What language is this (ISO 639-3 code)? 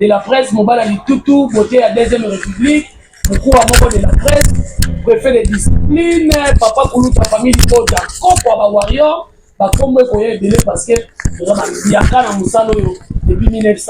lin